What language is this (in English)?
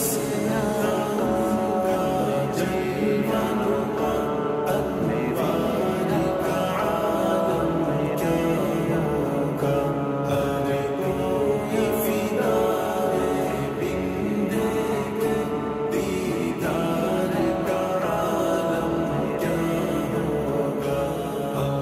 Urdu